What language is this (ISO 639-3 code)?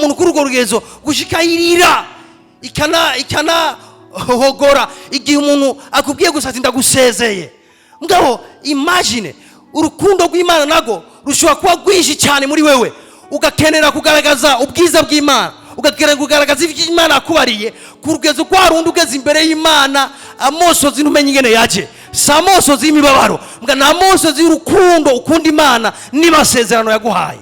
run